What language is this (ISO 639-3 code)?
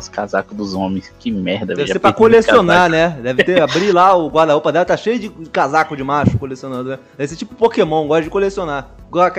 por